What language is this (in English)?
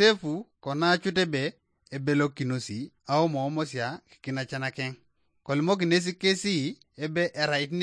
Teso